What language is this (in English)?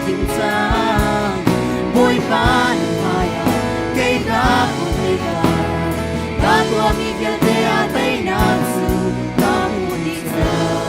Hakha Chin